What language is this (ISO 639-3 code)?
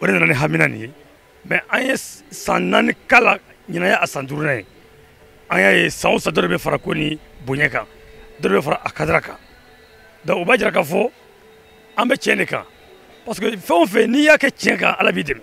bam